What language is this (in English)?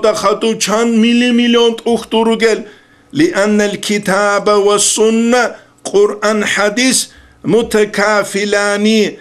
Avaric